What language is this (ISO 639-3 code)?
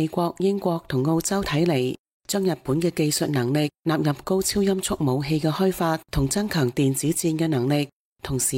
yue